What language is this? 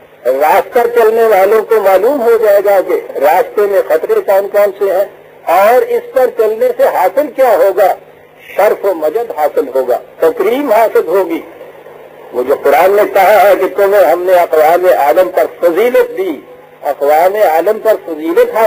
Urdu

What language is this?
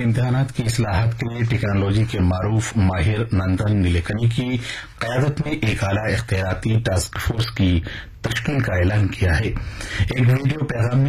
Urdu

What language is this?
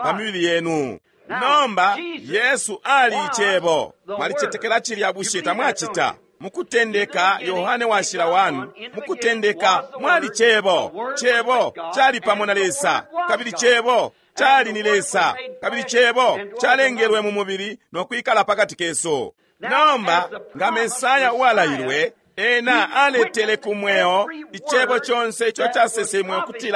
Bemba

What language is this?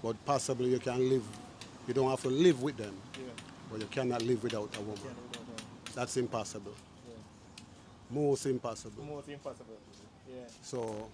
Jamaican Creole English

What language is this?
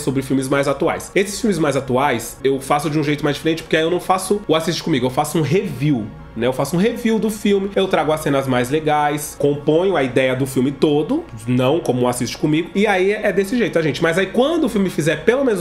Portuguese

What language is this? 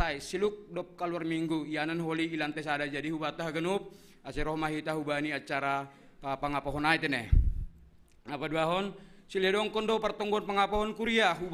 Batak Simalungun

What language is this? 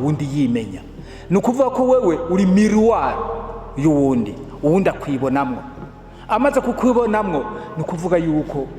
Rundi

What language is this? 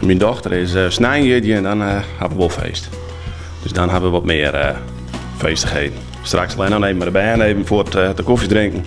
Western Frisian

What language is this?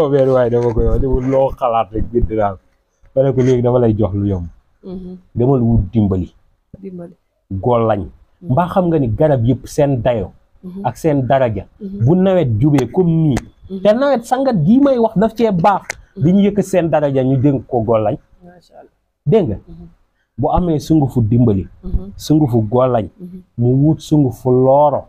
Wolof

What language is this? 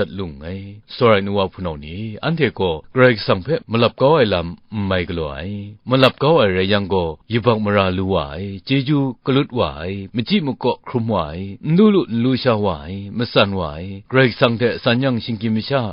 Kachin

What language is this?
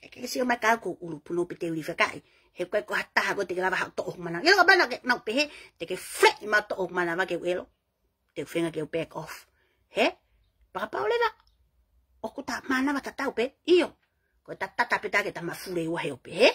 Tongan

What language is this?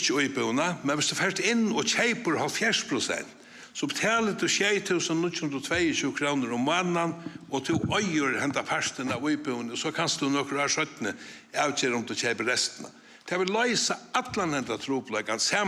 Faroese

